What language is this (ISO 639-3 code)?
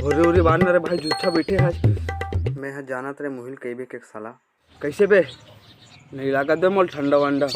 hne